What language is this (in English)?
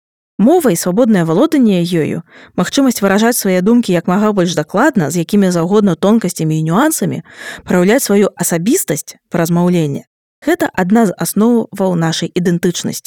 Belarusian